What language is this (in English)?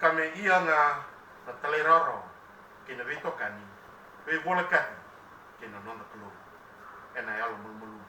Fijian